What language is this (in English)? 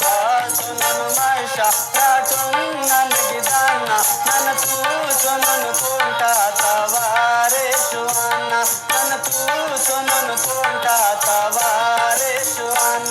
Brahui